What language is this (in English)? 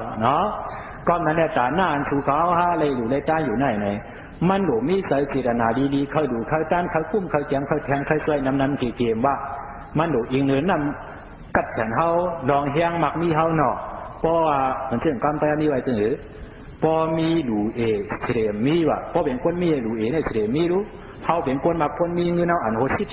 Shan